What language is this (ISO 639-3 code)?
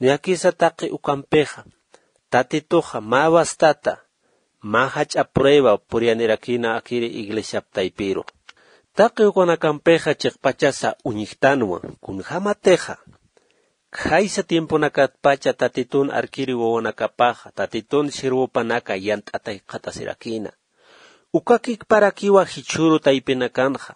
aym